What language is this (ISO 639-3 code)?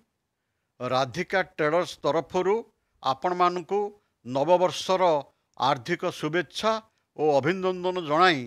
ori